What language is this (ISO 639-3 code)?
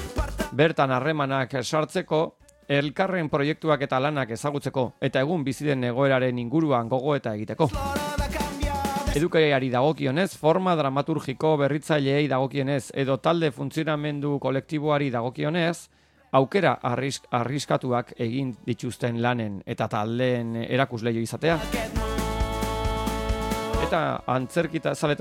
eus